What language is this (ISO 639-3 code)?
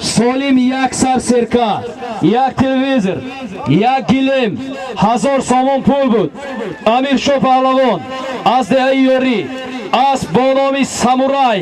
tgk